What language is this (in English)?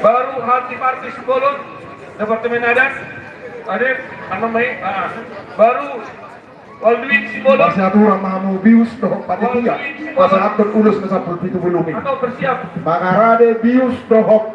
Batak Toba